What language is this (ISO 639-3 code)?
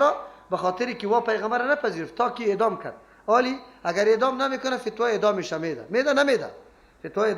fas